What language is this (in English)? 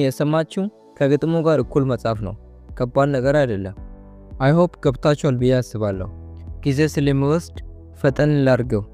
Amharic